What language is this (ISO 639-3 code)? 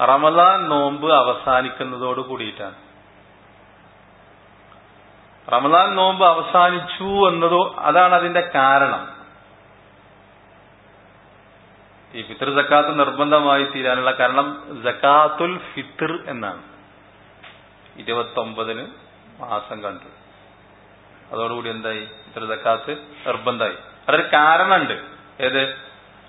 mal